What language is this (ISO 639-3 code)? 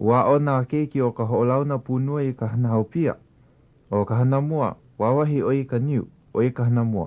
haw